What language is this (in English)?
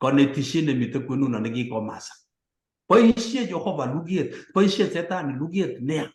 Kalenjin